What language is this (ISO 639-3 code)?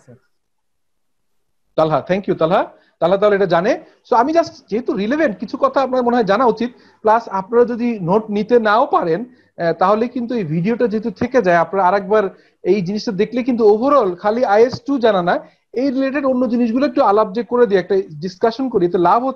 ben